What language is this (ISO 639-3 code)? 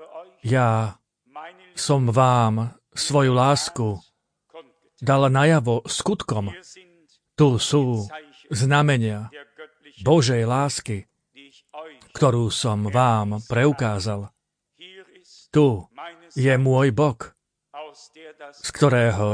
slk